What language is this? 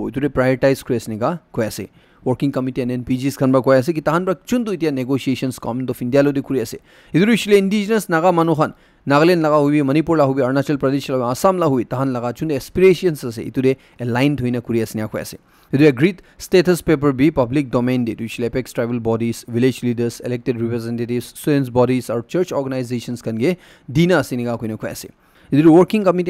Naga Pidgin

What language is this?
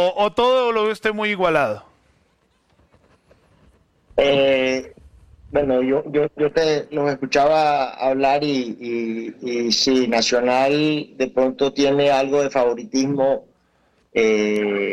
Spanish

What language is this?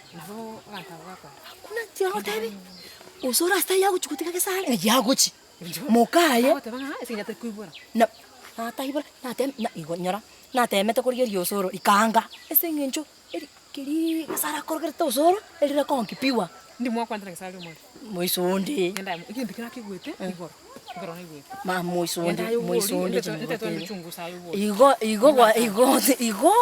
Gusii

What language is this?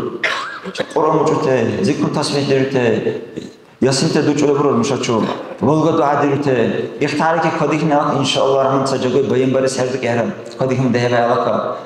Dargwa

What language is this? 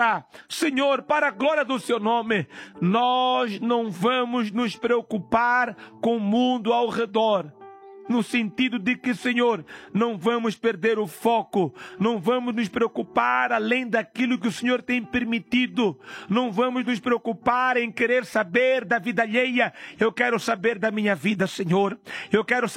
Portuguese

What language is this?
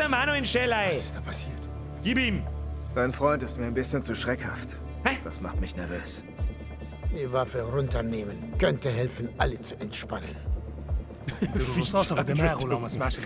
Bavarian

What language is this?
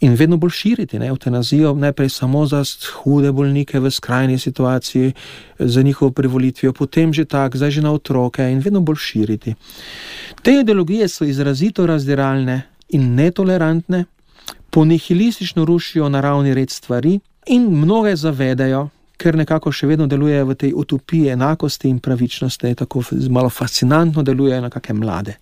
Slovenian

